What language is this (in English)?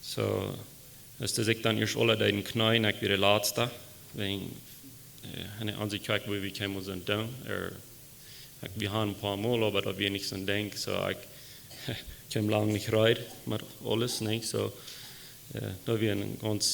Plautdietsch